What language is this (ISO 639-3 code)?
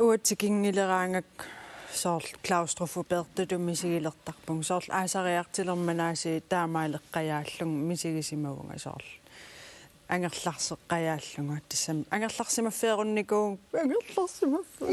kal